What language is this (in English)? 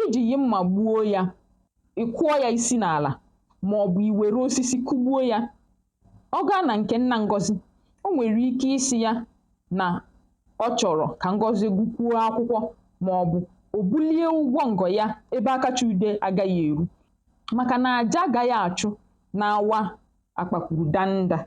Igbo